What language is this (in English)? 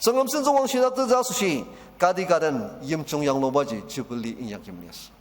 Ao Naga